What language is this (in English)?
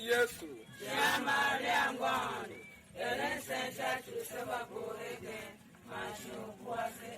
Tiv